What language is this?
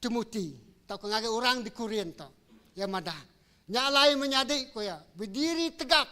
Iban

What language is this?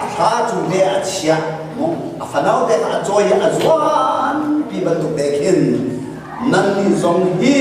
Hakha Chin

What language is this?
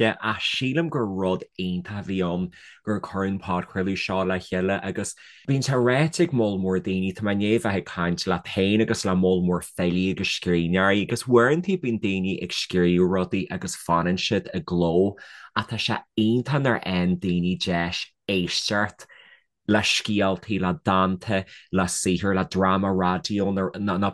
Irish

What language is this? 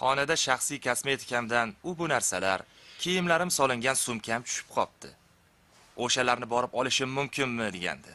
Uzbek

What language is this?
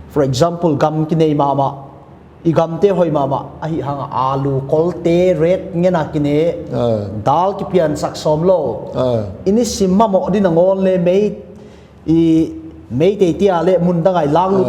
Paite Chin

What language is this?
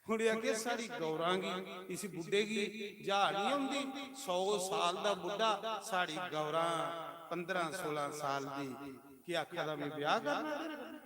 Dogri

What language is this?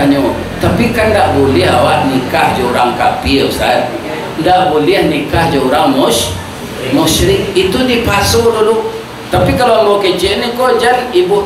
Minangkabau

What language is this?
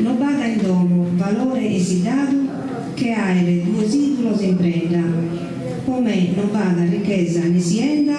Sardinian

